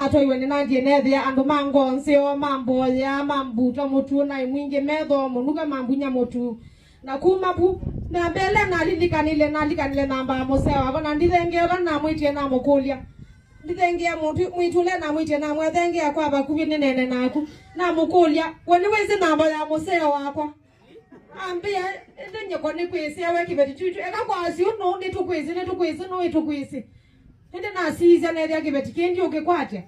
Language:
Kamba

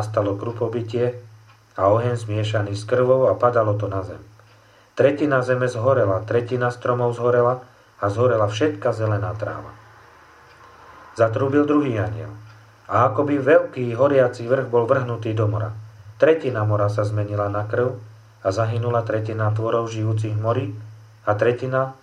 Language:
Slovak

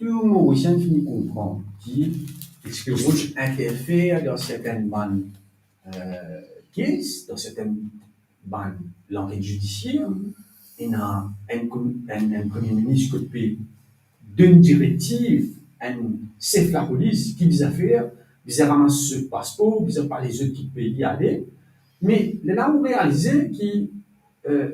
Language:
Morisyen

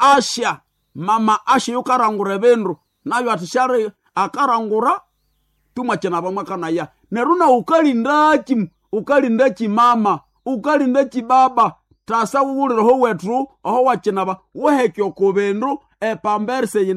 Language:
Nande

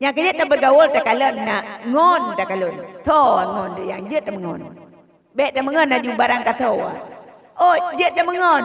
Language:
Achinese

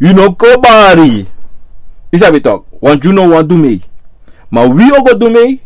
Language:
Sranan Tongo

